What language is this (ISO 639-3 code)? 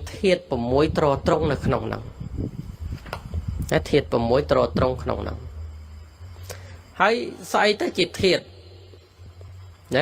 khm